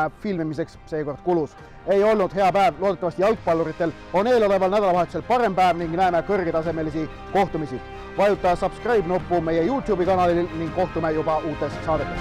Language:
Estonian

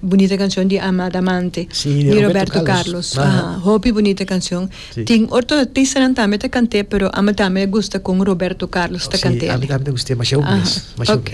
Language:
Papiamento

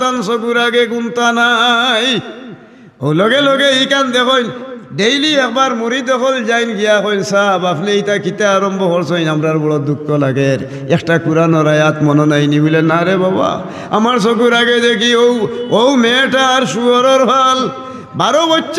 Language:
Sylheti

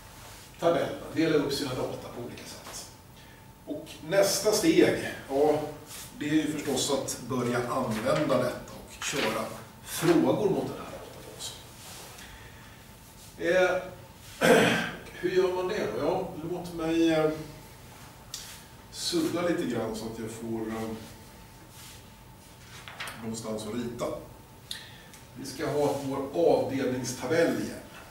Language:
Swedish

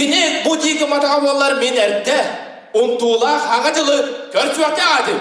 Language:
Yakut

